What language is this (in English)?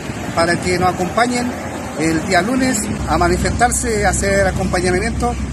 Spanish